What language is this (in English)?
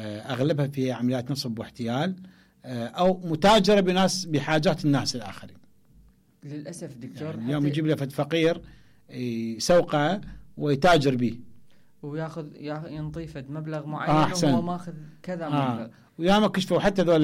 Mesopotamian Arabic